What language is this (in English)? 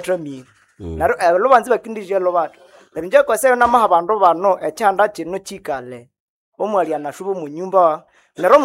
Nande